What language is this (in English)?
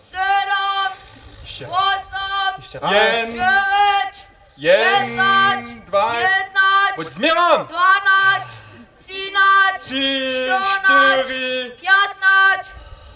Upper Sorbian